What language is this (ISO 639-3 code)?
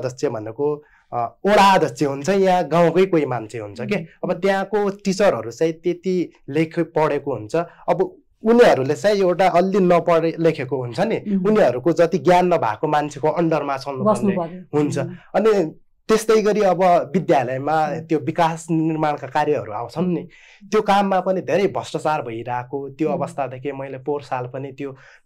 nep